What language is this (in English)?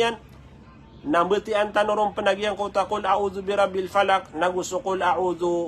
Maranao